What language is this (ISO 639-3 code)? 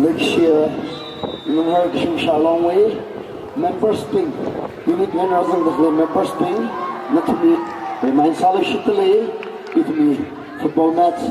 nmf